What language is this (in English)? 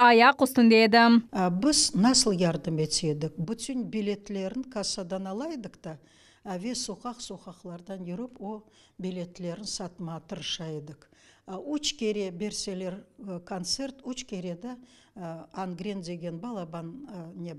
Crimean Tatar